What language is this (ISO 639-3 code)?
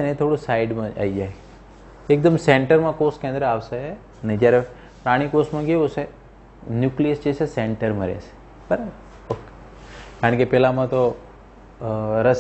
guj